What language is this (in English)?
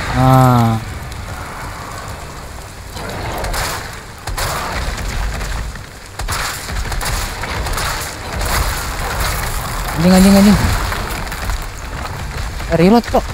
Indonesian